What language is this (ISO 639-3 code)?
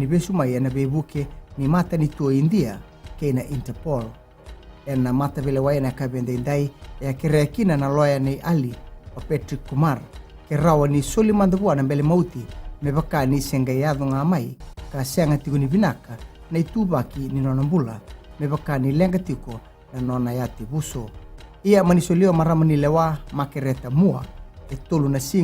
fij